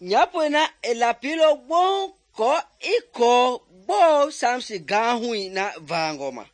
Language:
Mende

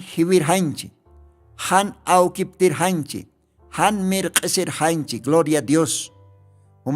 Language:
Aymara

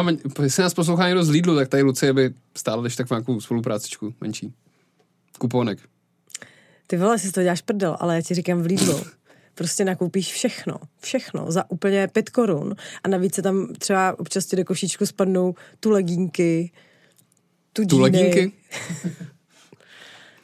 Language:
Czech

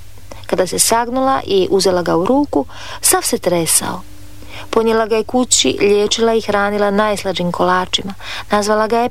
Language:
Croatian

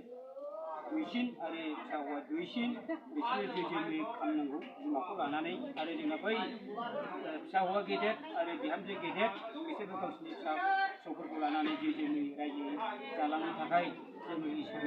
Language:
Bodo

